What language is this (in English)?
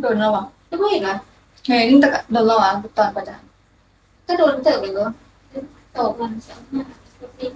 Lao